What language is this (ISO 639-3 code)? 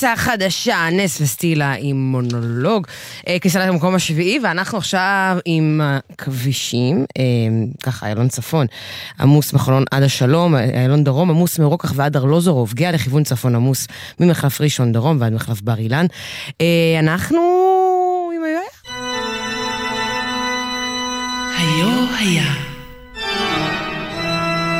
heb